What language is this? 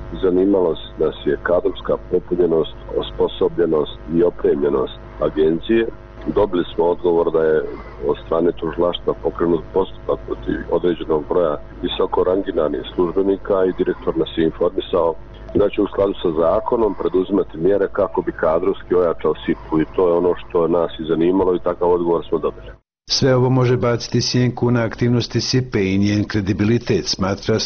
Bosnian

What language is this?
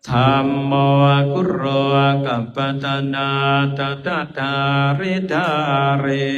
Pali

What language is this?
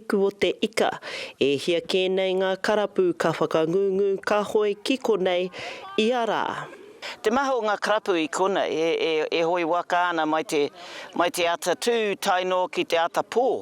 Māori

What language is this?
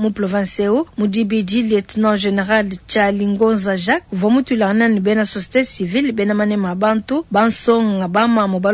Luba-Lulua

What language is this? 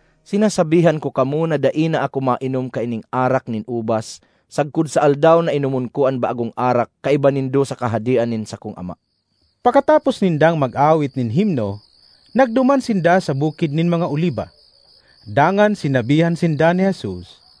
Bikol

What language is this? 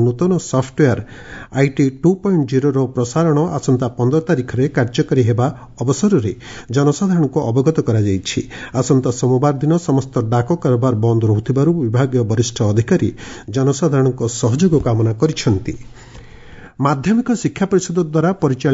Odia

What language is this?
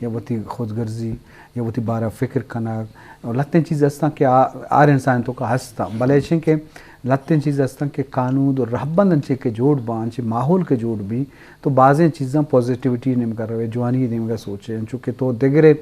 Eastern Balochi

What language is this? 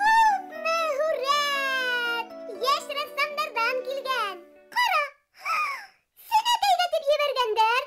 Bashkir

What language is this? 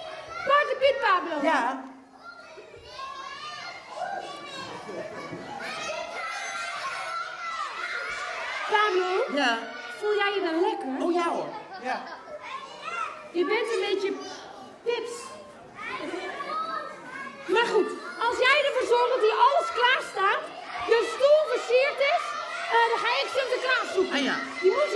Dutch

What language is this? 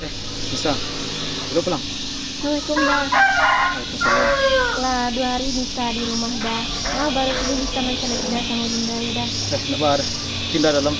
Minangkabau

